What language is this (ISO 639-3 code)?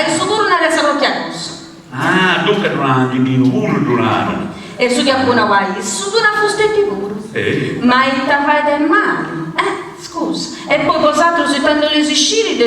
srd